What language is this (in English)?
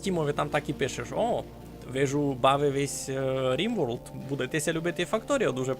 Rusyn